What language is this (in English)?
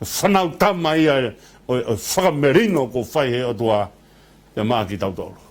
Tongan